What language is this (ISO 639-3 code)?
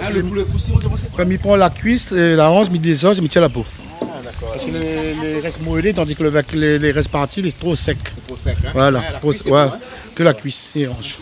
rcf